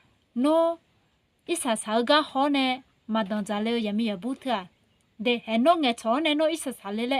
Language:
Akha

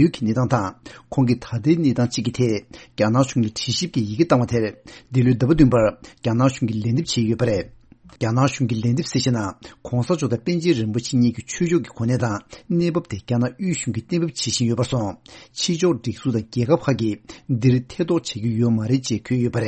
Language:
Tibetan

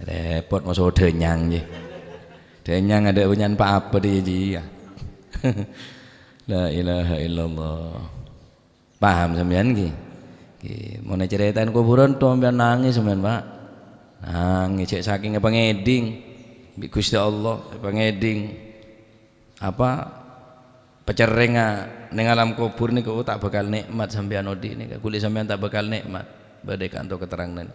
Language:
Madurese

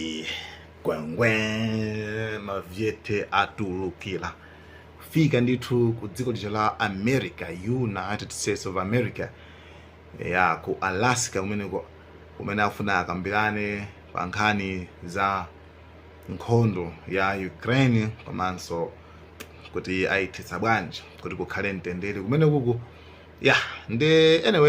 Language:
Nyanja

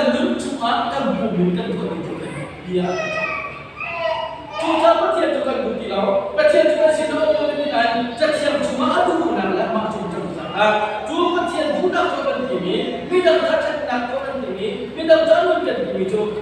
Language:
Hakha Chin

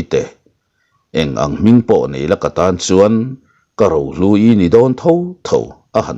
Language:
Mizo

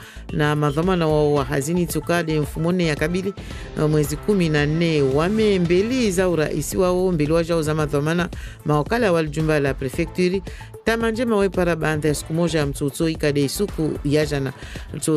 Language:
French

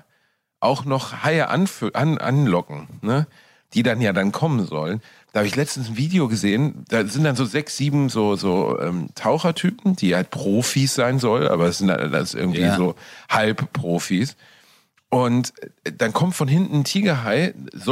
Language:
German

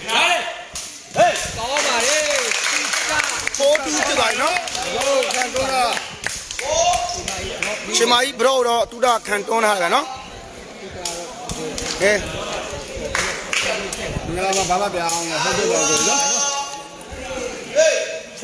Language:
Burmese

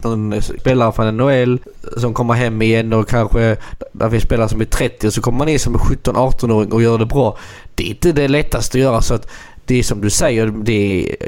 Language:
Swedish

